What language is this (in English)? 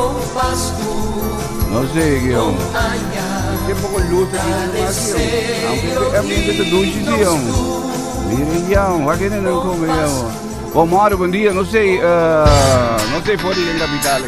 Papiamento